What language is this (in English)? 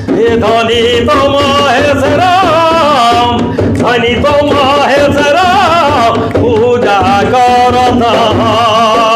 Sadri